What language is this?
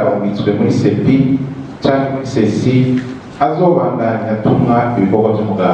Rundi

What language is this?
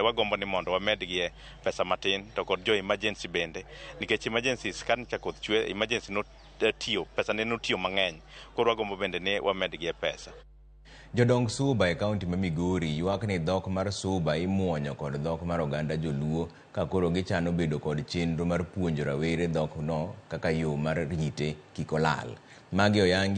Luo (Kenya and Tanzania)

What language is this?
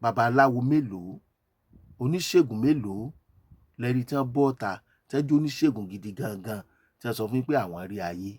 Yoruba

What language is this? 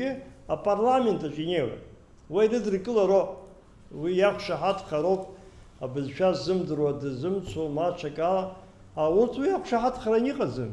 Abkhazian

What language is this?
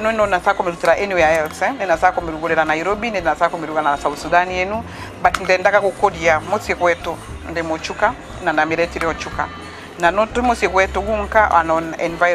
Meru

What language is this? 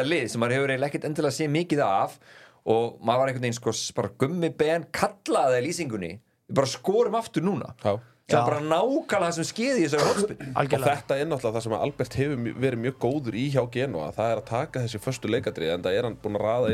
Icelandic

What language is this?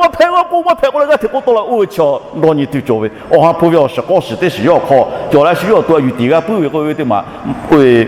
Lahu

